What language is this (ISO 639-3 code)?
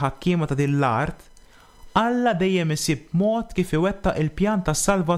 mlt